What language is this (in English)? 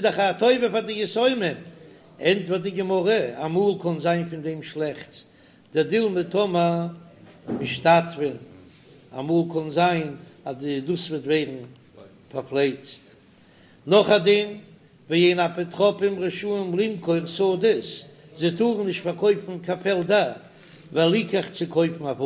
Yiddish